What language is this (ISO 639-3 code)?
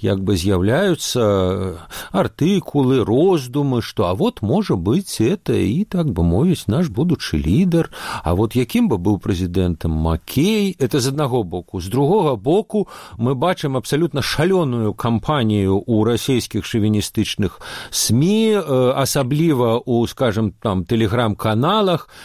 bel